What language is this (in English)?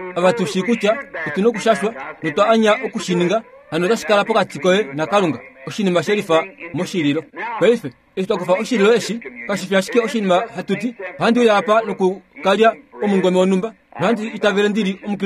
Kuanyama